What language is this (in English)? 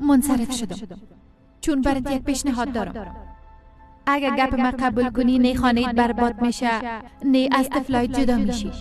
Persian